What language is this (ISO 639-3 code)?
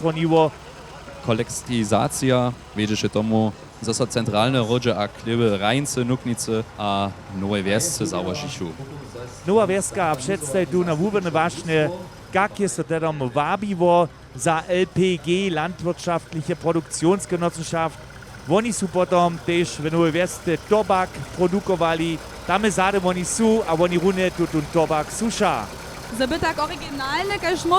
hsb